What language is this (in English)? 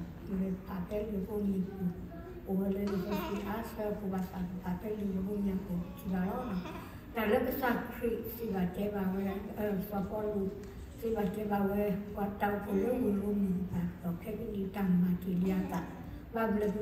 S'gaw Karen